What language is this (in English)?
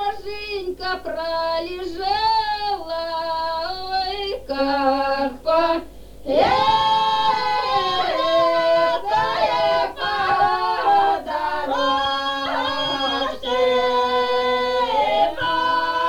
Ukrainian